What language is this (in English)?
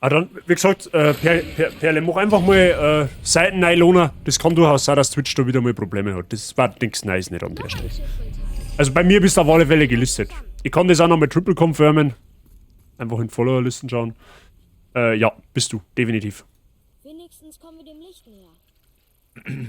Bavarian